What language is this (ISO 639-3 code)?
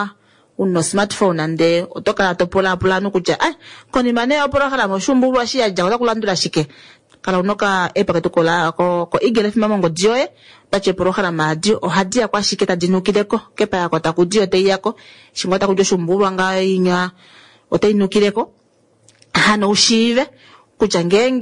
kua